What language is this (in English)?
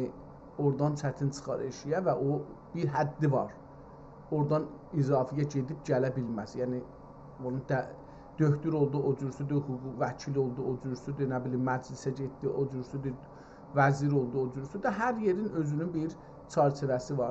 South Azerbaijani